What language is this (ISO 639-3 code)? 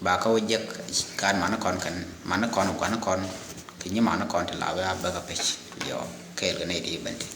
nus